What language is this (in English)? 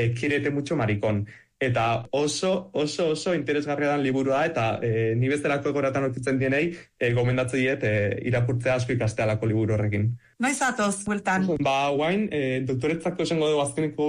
Basque